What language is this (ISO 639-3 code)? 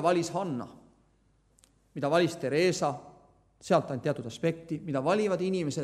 est